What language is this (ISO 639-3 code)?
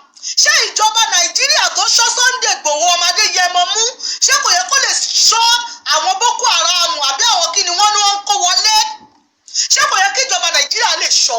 yor